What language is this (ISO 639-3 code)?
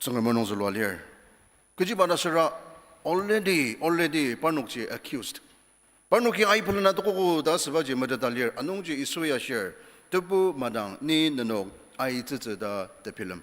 njo